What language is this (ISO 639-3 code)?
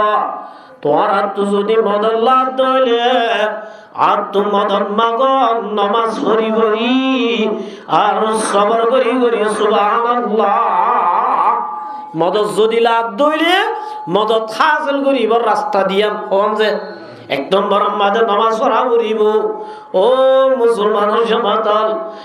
rhg